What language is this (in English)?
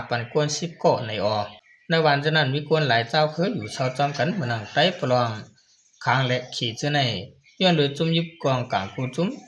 Shan